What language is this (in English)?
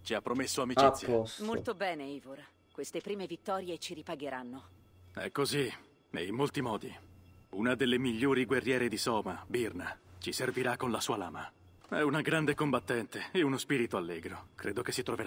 Italian